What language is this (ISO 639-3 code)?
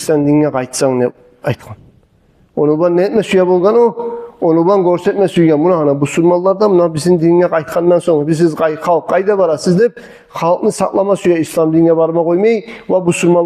kum